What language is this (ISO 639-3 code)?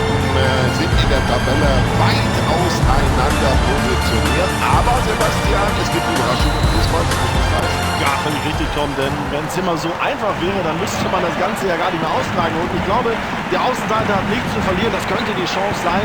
bar